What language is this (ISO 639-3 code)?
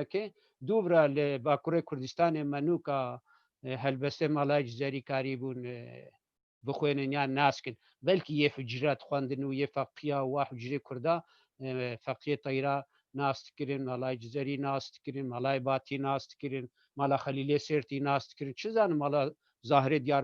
kur